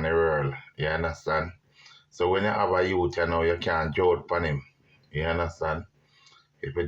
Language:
Jamaican Creole English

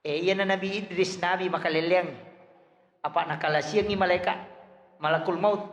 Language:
Buginese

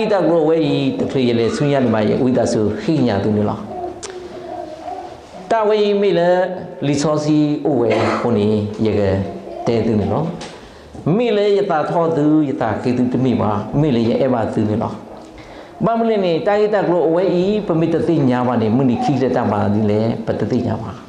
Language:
S'gaw Karen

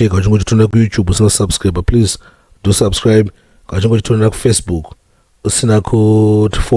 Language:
Shona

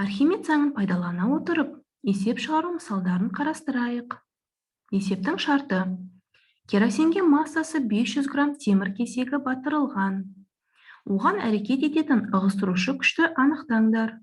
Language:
Kazakh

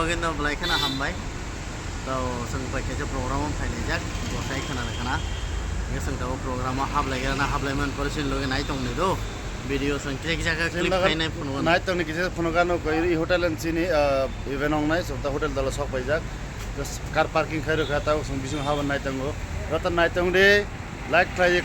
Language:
Kok Borok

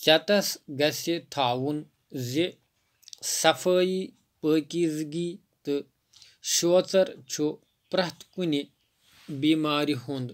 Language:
Kashmiri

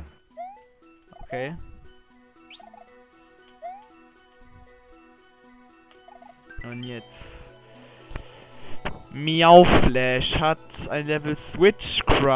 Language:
German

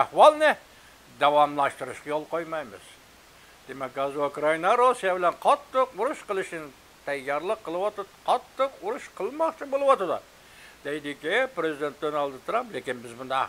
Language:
Uyghur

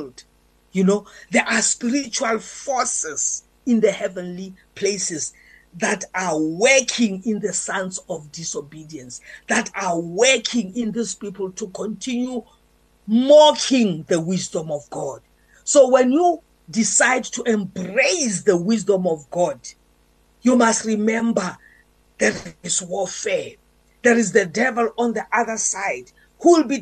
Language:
English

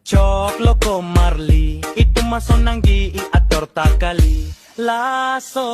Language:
Karbi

